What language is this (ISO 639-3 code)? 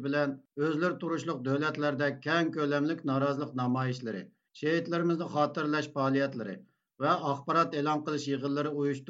uig